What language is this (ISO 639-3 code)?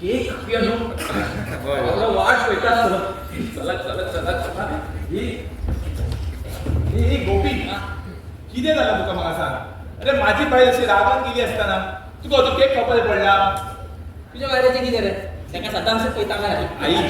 kok